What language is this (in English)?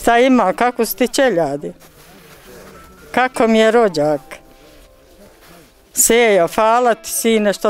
Bosnian